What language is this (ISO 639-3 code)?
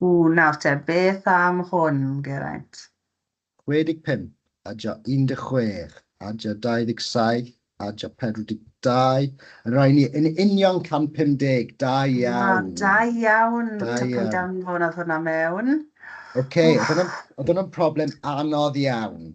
cym